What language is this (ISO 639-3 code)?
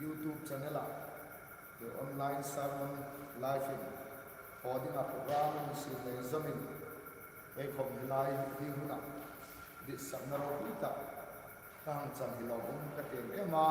hmr